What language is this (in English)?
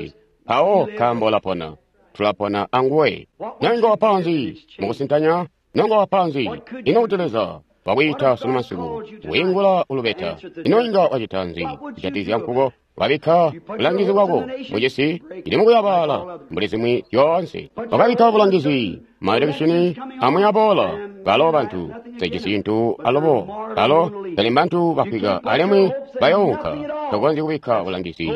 Tonga (Zambia)